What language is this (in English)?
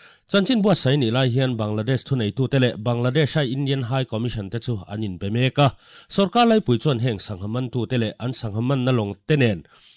Mizo